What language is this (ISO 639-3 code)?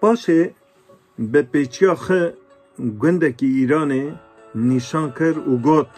kur